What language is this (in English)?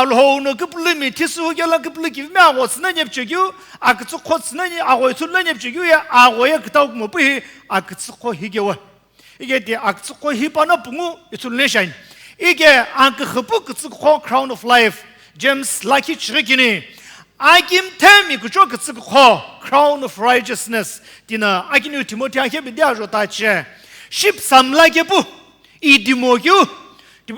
Sumi Naga